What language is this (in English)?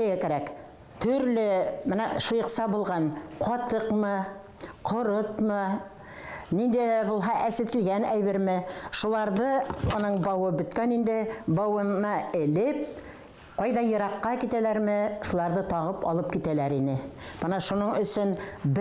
Bashkir